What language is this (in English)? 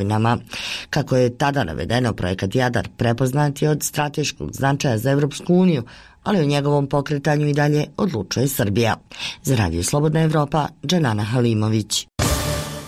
Bosnian